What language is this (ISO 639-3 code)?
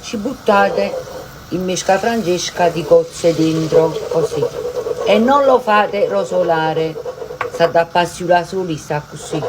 nap